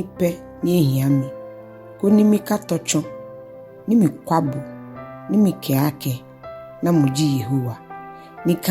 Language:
Ga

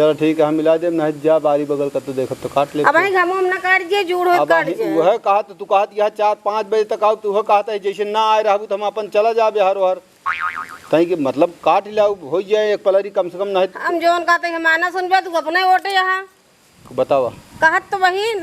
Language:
Awadhi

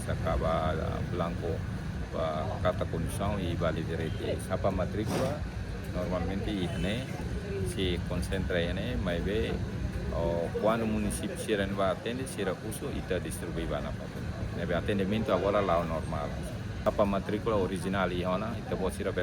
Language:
Tetum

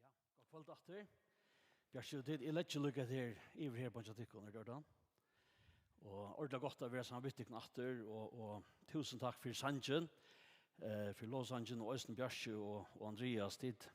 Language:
Faroese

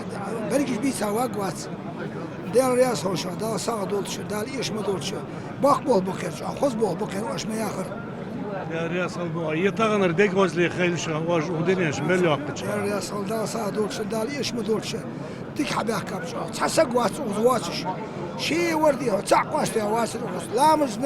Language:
Ingush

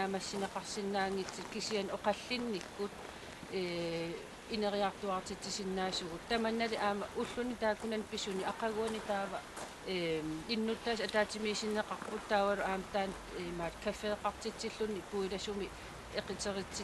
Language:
Kalaallisut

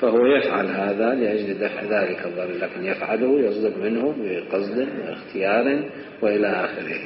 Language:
Mesopotamian Arabic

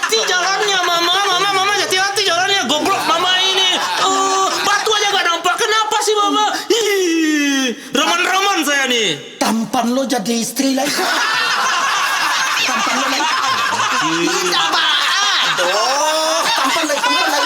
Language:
Minangkabau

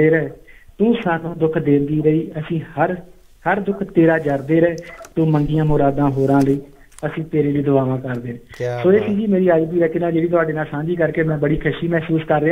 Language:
Punjabi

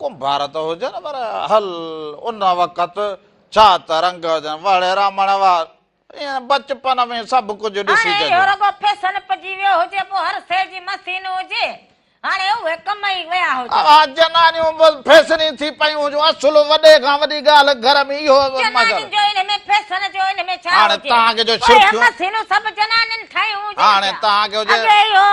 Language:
Sindhi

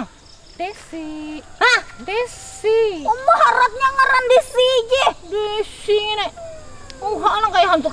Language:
Banjar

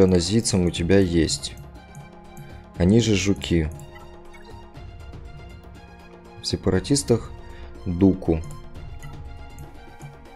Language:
Russian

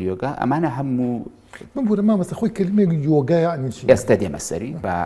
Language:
Central Kurdish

